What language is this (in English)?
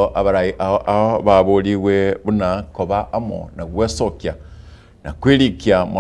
Gusii